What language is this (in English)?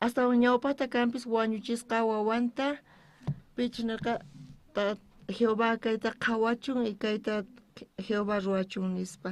South Bolivian Quechua